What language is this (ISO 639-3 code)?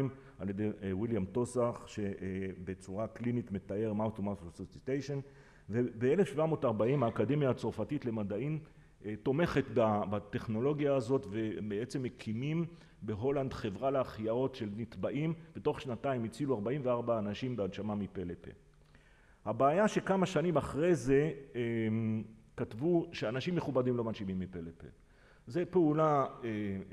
heb